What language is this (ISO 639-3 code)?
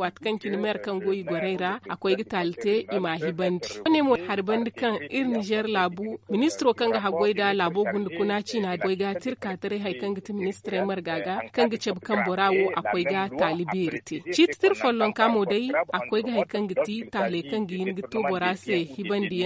dje